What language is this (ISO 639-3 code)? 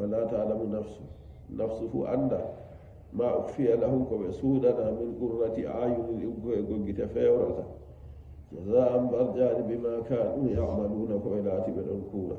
fuv